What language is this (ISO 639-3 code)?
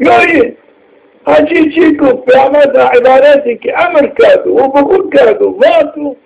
zza